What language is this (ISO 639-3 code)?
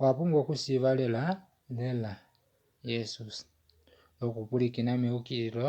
kua